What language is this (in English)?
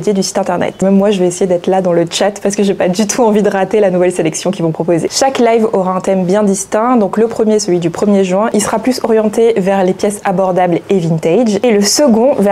French